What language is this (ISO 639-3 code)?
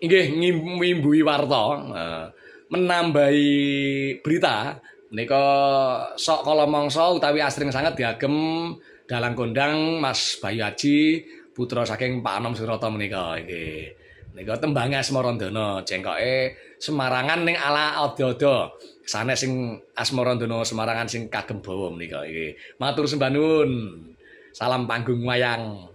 jav